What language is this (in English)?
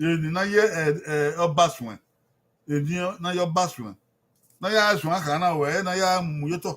Bini